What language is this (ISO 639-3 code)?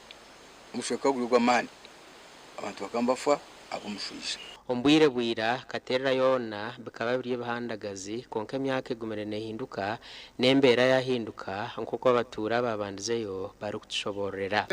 nyn